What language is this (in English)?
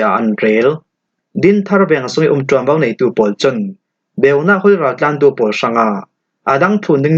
Falam Chin